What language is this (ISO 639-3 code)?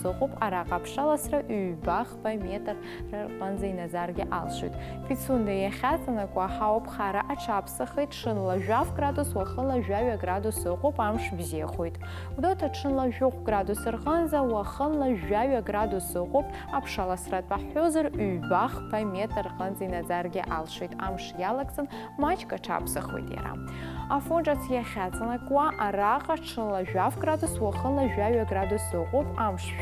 abk